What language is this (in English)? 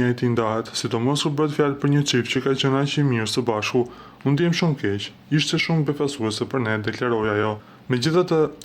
Albanian